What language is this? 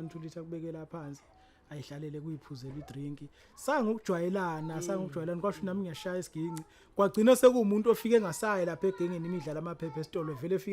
Zulu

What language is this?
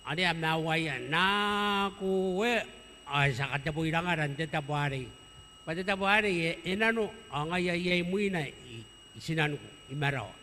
Gilbertese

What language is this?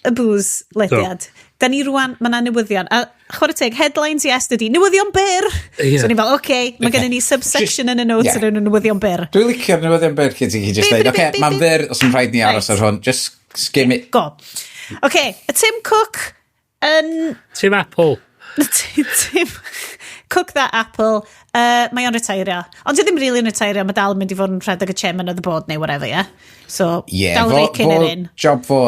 Welsh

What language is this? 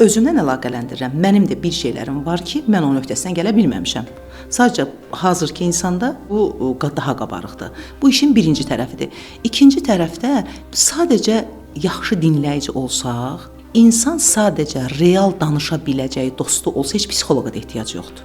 Azerbaijani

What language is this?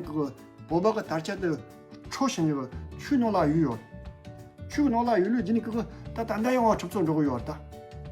Tibetan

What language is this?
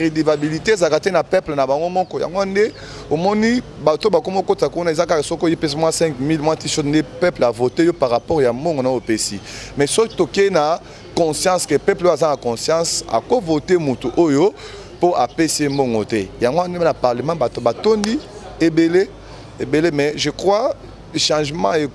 Lingala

